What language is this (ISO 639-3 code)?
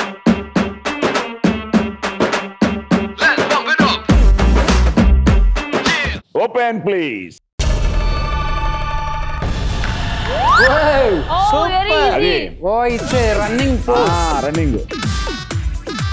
tel